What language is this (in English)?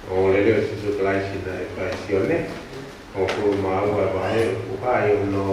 Tongan